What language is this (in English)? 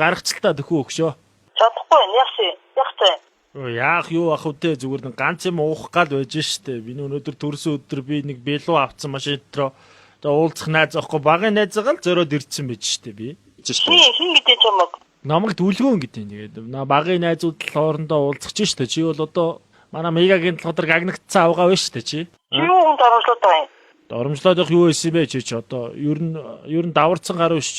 Mongolian